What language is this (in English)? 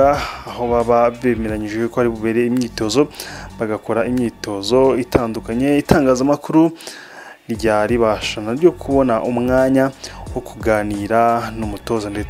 Kinyarwanda